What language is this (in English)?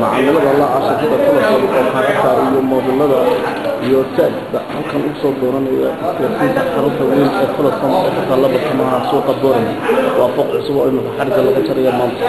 Somali